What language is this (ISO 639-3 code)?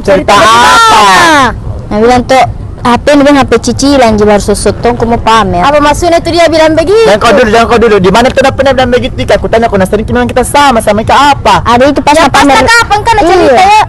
mfp